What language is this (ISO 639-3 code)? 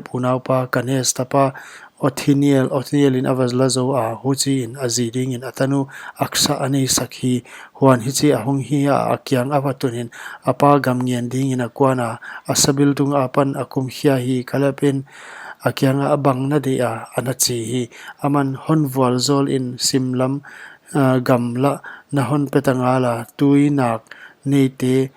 pck